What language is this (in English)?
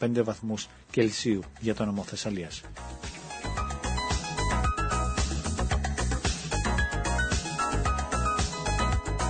Greek